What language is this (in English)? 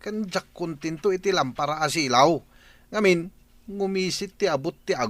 Iloko